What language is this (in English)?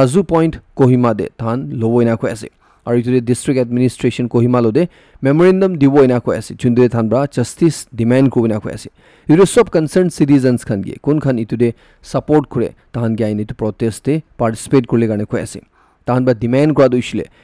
Naga Pidgin